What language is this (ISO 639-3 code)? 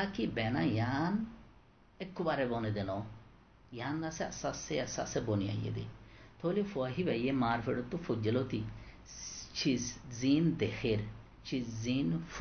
rhg